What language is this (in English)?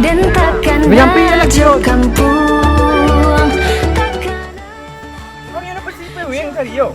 Minangkabau